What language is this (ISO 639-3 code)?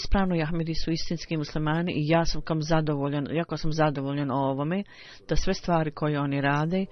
bos